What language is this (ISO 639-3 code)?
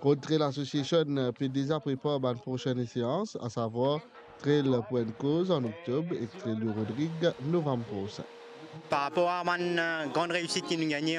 mfe